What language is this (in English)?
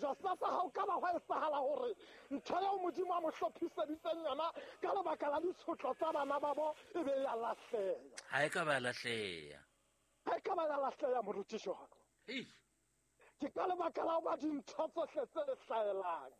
Southern Sotho